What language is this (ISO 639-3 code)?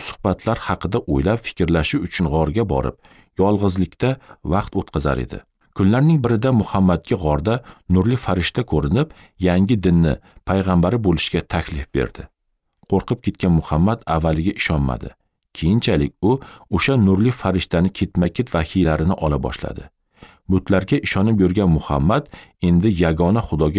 uzb